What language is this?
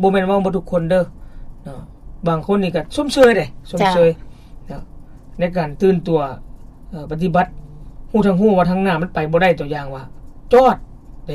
Lao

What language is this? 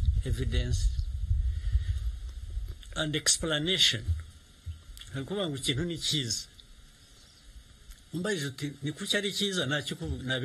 Kinyarwanda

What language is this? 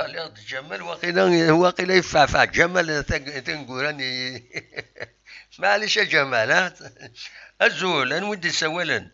Kabyle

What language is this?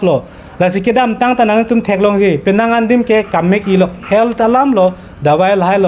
Karbi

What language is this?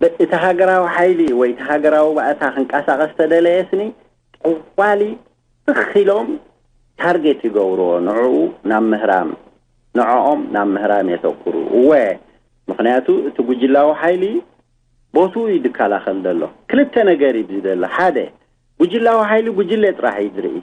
Tigrinya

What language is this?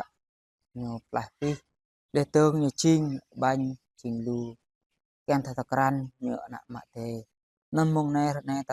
Jarai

